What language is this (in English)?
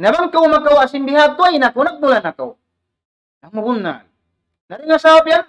Tausug